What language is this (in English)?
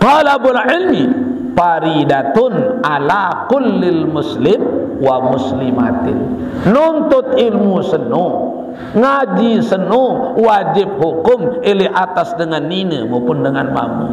Sasak